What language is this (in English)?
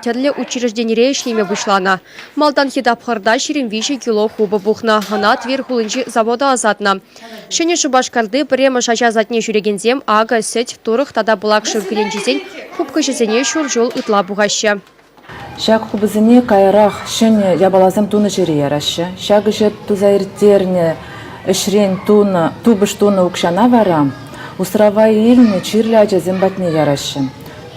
Chuvash